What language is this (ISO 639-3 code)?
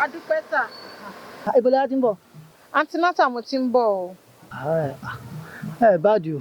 yor